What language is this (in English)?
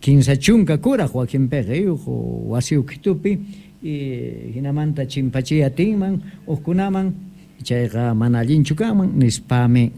South Bolivian Quechua